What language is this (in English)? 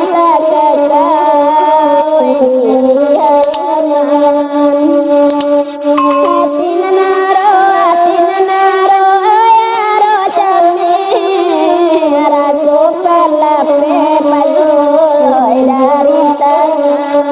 Minangkabau